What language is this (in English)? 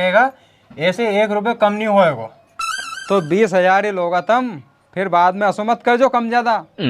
Rajasthani